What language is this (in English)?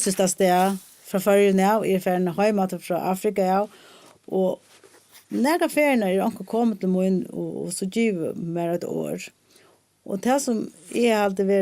Faroese